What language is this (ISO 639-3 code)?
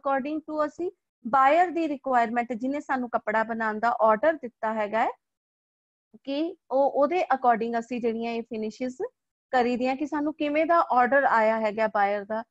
pan